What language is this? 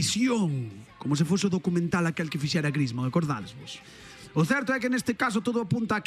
Galician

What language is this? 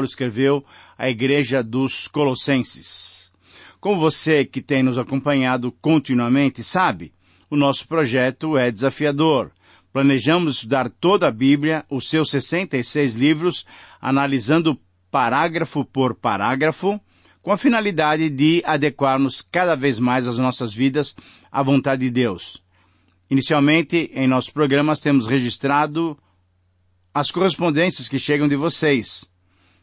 Portuguese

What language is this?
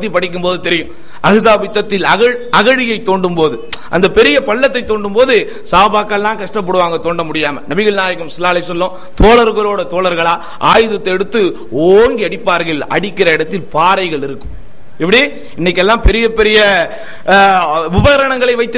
Tamil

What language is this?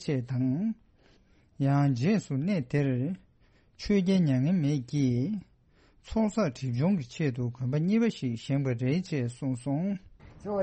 Tibetan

